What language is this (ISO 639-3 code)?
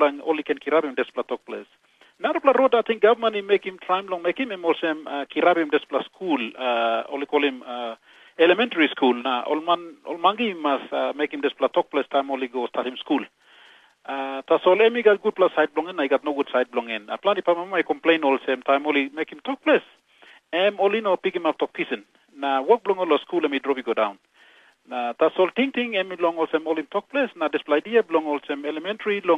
tpi